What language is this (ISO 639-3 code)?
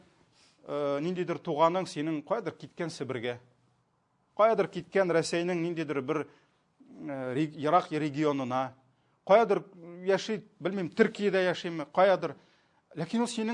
tat